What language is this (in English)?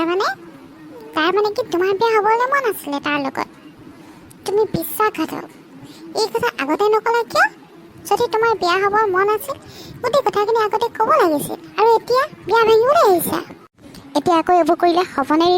Assamese